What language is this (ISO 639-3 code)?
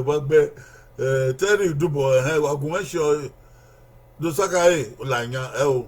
bin